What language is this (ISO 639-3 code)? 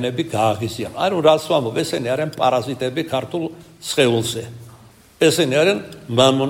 kat